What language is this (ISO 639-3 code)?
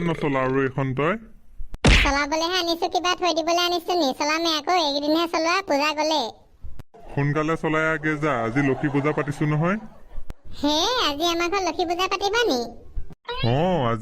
asm